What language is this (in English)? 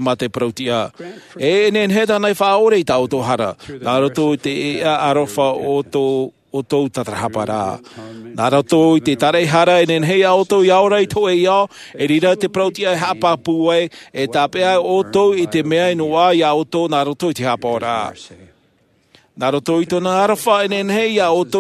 Tahitian